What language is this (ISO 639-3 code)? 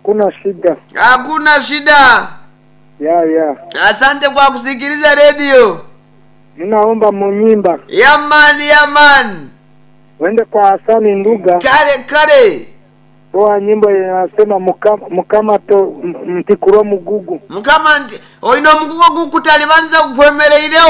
nyn